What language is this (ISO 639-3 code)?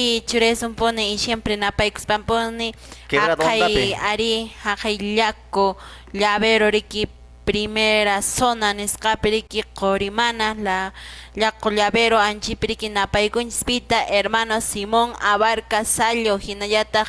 que